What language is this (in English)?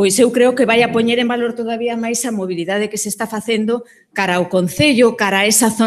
Galician